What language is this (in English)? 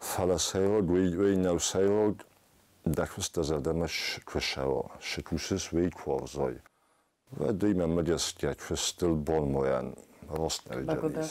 Ossetic